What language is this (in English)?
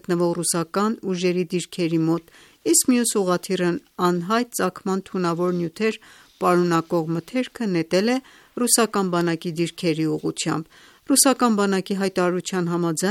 Armenian